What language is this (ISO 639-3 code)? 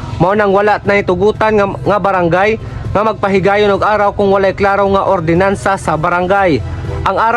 ceb